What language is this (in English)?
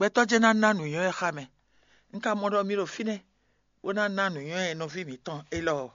Fon